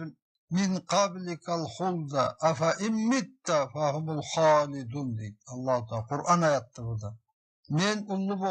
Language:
Karachay-Balkar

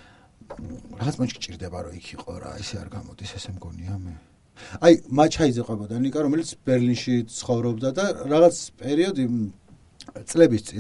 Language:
Georgian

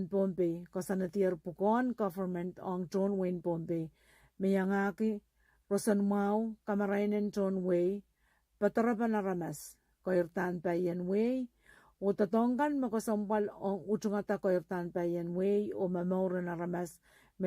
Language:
Pohnpeian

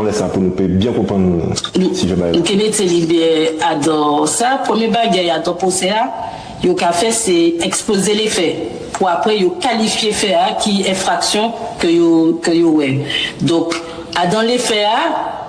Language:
Guadeloupean Creole French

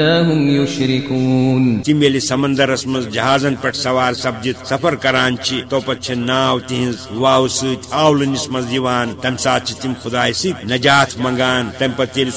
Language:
Kashmiri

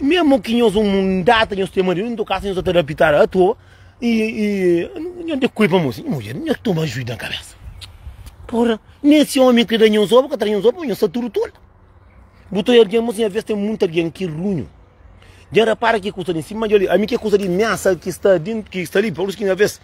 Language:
Kabuverdianu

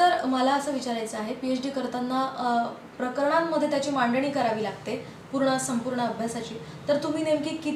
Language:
Marathi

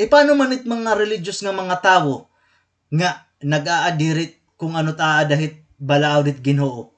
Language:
Waray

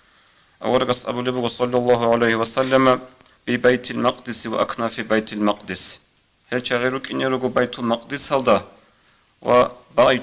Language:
Avaric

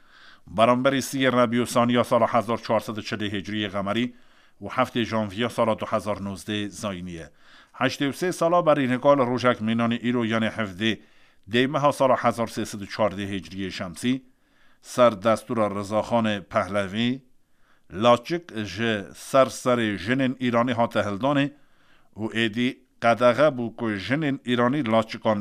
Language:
Kurdish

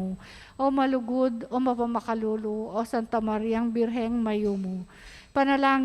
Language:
Pampanga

